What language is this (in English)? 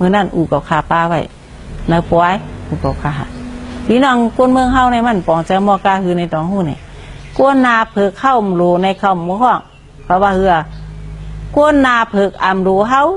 Shan